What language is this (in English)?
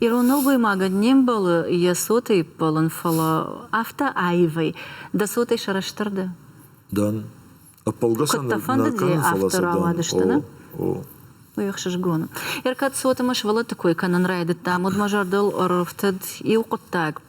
Ossetic